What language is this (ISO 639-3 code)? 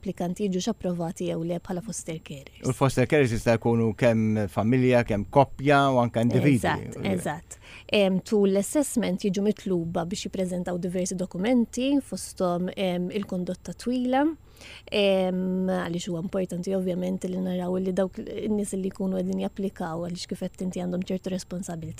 mlt